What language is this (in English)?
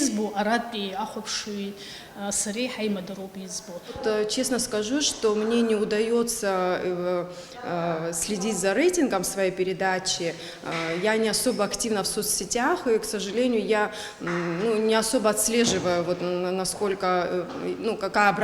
Abkhazian